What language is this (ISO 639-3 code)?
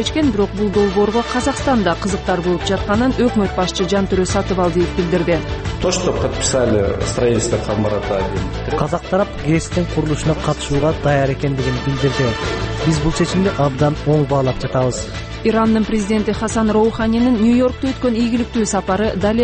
kir